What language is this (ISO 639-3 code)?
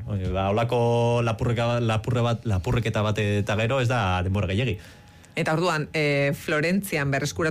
eus